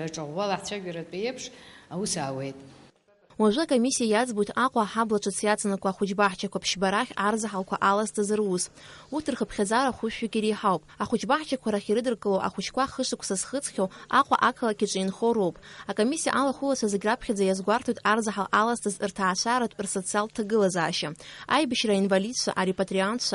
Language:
Abkhazian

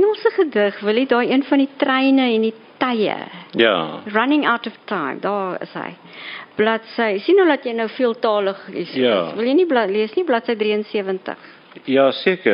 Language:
Afrikaans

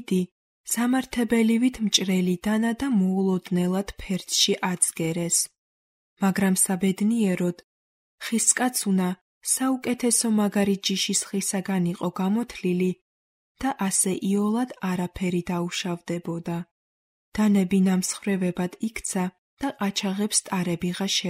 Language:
Georgian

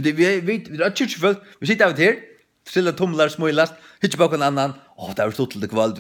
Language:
Faroese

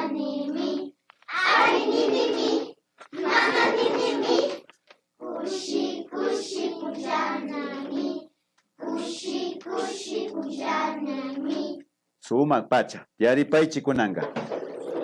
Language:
Imbabura Highland Quichua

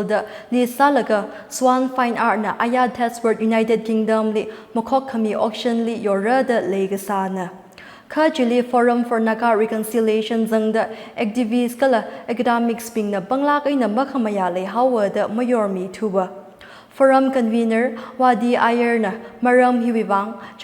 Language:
Tangkhul Naga (India)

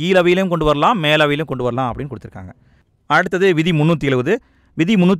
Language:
Tamil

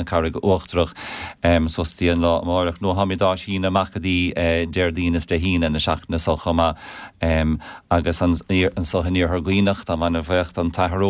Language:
Irish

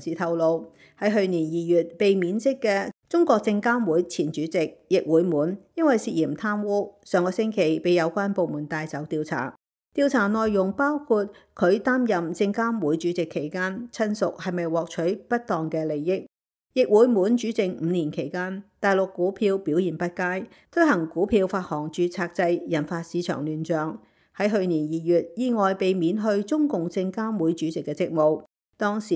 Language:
Cantonese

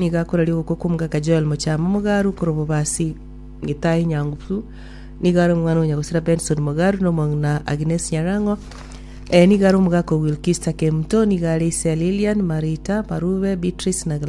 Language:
Gusii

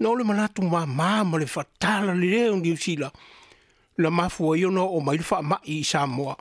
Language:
Samoan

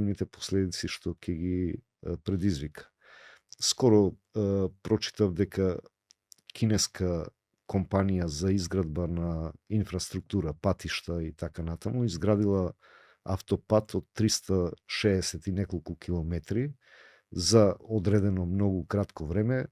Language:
Macedonian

